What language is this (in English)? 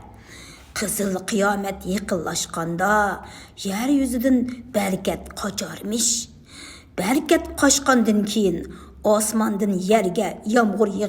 Uyghur